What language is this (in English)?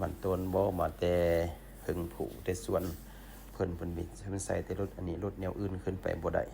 Lao